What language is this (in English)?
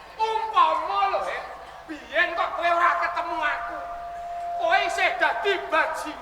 Javanese